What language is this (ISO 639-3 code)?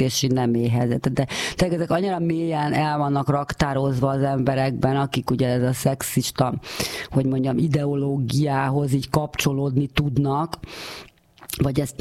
hun